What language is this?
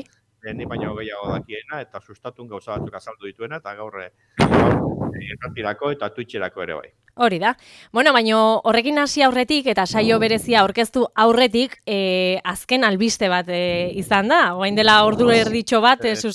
Basque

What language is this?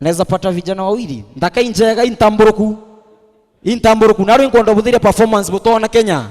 Meru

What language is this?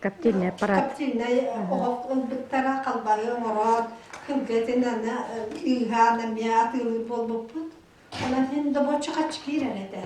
Yakut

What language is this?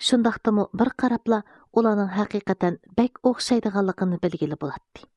Uyghur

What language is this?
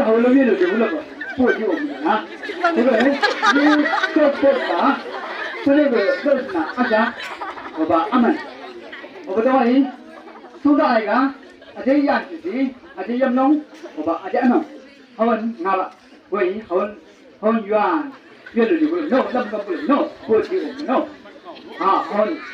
Chang Naga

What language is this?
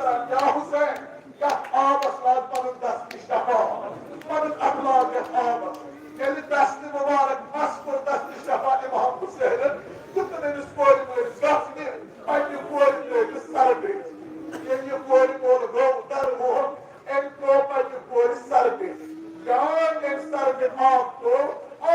Kashmiri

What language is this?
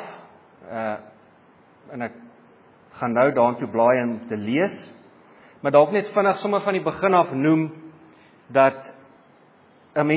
Afrikaans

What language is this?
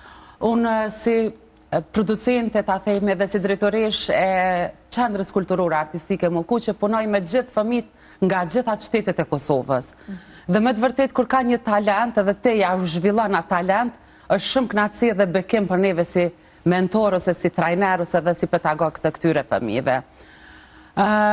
Albanian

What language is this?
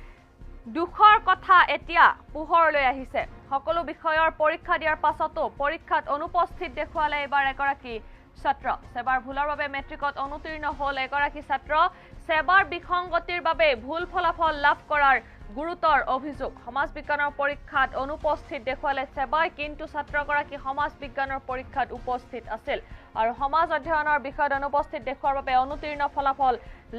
Assamese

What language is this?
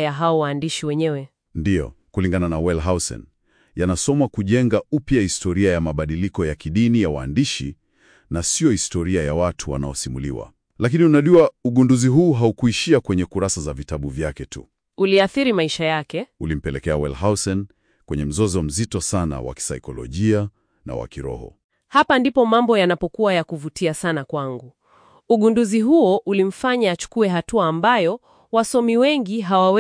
Swahili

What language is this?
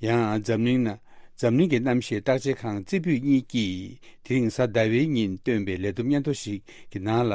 Tibetan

